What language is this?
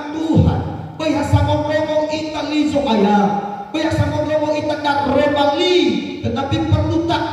Nias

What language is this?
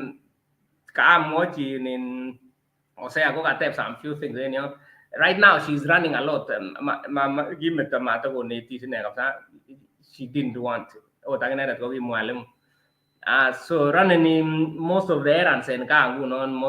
Kalenjin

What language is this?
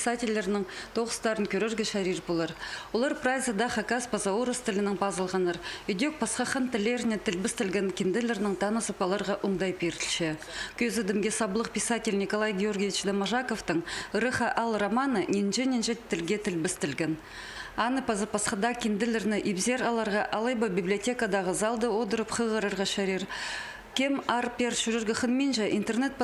Khakas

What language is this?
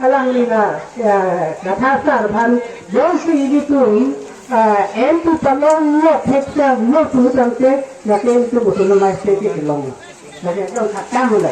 Karbi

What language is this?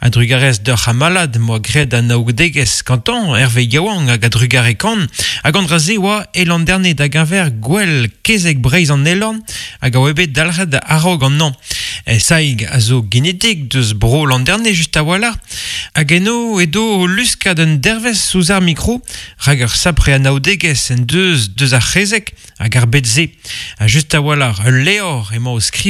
Breton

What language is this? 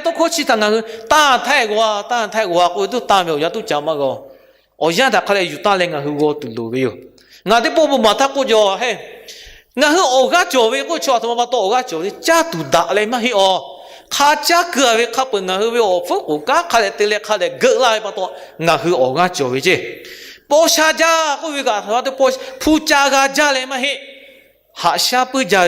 Lahu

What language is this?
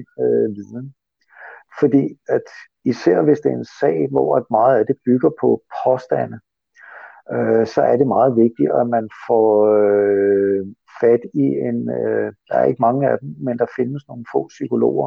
Danish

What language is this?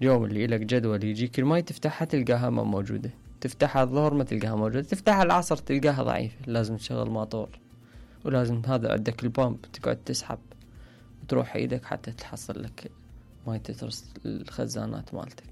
Mesopotamian Arabic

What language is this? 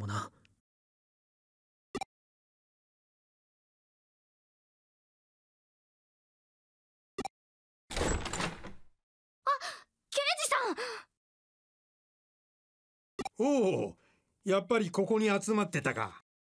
Japanese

